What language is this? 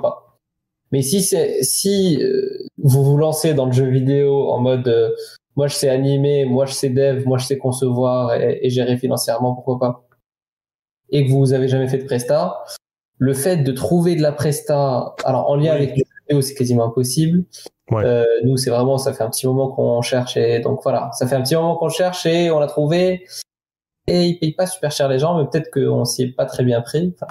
French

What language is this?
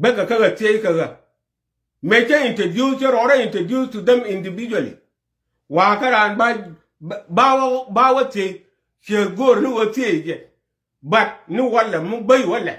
Nuer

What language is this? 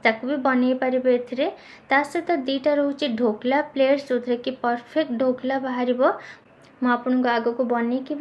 Odia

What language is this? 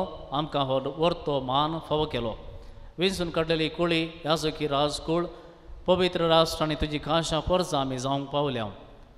Konkani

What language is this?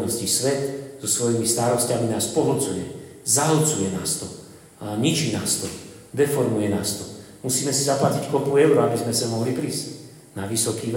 Slovak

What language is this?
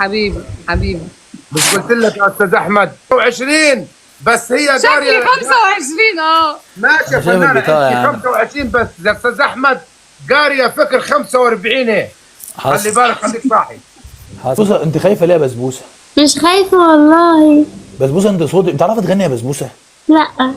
Egyptian Arabic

